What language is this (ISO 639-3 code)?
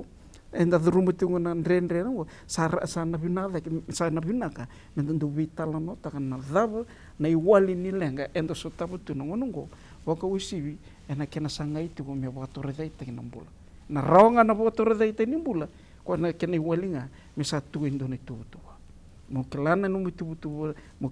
fij